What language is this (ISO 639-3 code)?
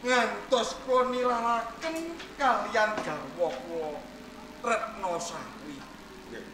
jav